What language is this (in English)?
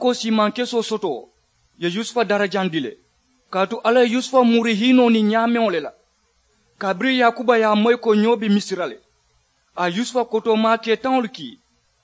Mandingo